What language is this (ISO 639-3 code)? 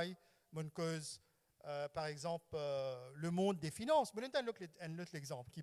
mfe